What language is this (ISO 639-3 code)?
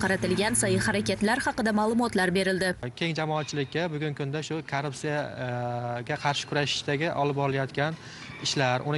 uzb